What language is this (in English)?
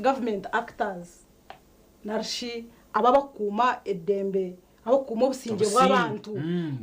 Nyankole